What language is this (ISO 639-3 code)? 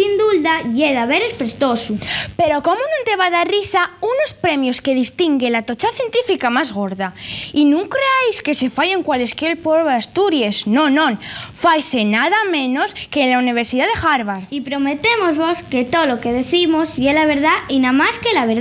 ast